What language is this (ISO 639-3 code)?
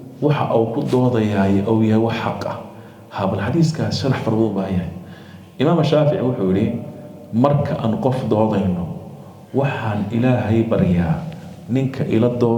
som